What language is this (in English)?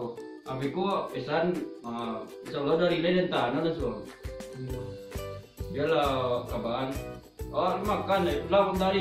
Minangkabau